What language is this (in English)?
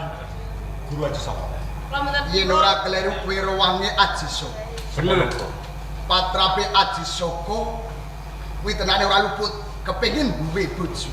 Javanese